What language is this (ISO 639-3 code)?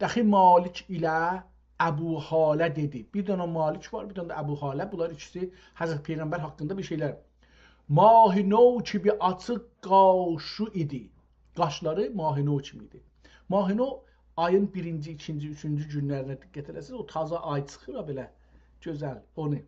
azb